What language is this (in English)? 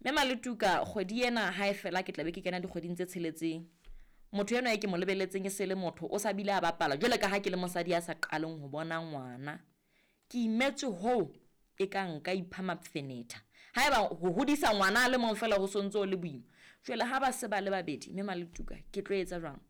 Southern Sotho